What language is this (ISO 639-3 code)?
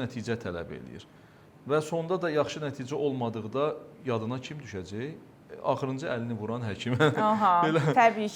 aze